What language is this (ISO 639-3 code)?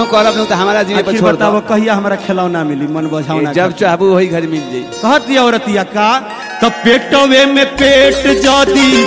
bho